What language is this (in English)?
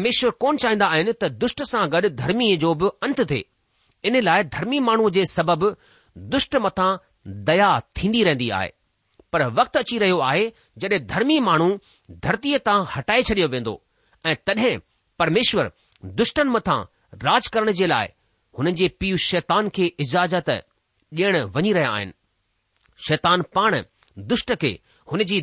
Sindhi